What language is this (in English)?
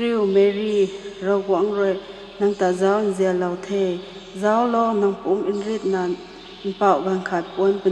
Rongmei Naga